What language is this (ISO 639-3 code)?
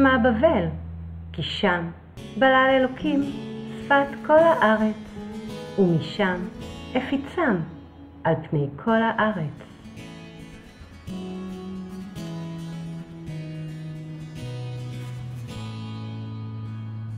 heb